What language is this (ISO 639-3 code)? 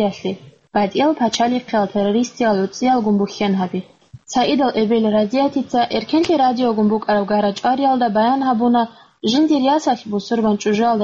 ava